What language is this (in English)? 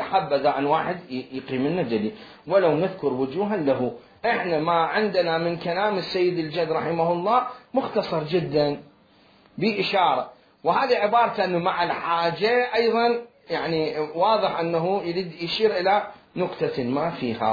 Mesopotamian Arabic